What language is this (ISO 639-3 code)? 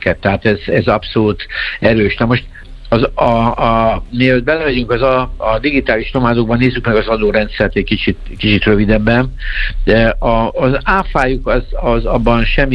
hun